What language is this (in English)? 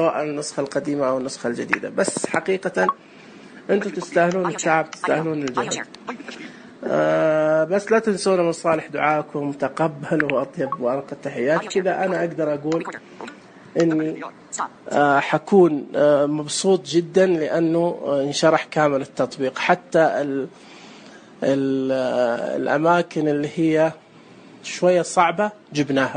Najdi Arabic